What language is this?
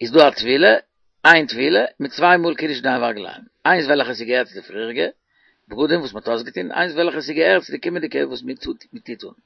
Yiddish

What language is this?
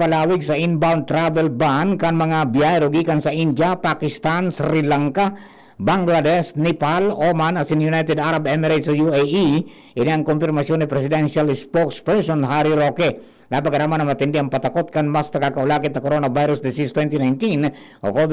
Bikol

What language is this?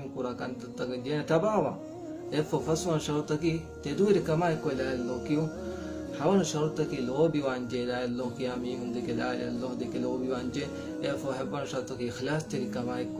Divehi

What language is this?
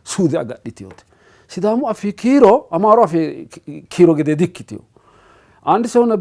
Sidamo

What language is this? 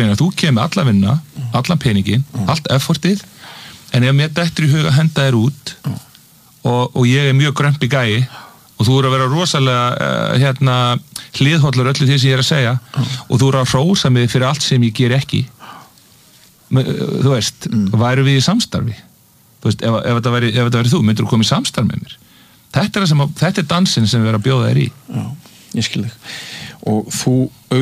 Icelandic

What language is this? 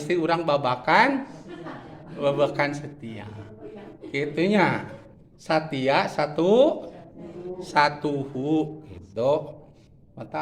Sundanese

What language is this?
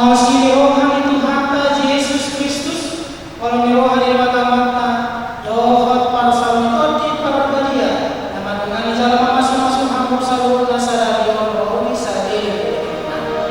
Batak Toba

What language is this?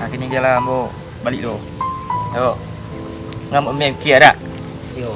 Minangkabau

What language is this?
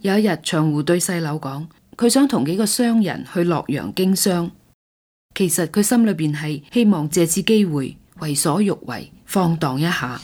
Cantonese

